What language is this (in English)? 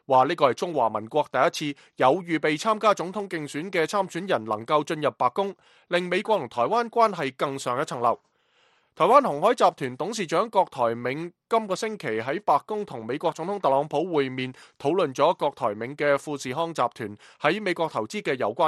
Cantonese